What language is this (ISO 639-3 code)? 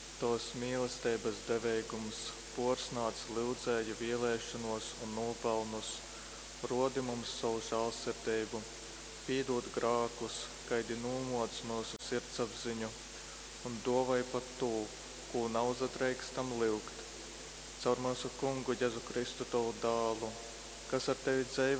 ltg